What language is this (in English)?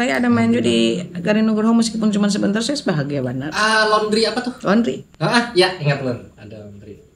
Banjar